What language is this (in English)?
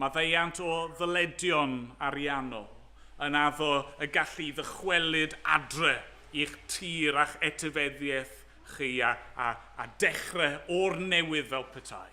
Welsh